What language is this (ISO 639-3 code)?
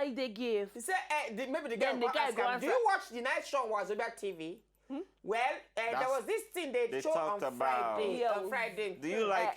pcm